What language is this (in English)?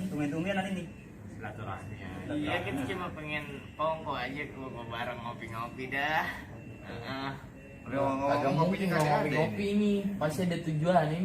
Betawi